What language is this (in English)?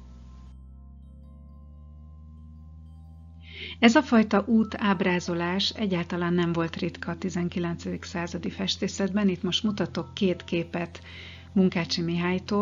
Hungarian